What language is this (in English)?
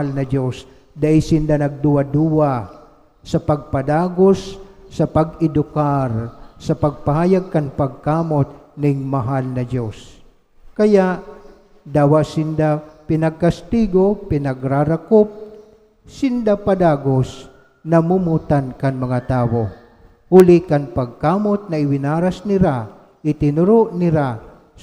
Bikol